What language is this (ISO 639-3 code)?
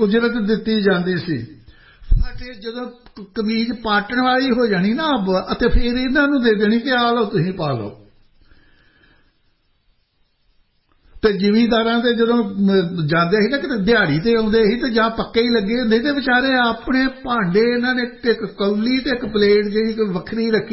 pan